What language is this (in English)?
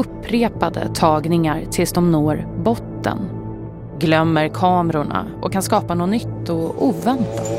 Swedish